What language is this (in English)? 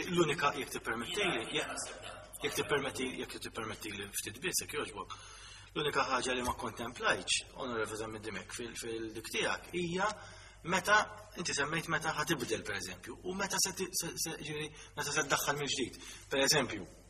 Maltese